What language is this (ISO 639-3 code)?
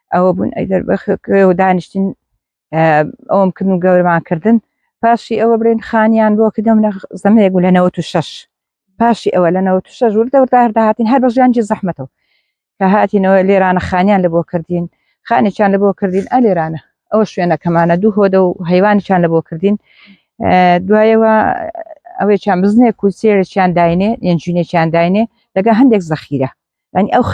ckb